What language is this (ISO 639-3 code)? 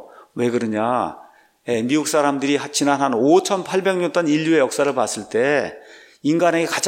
kor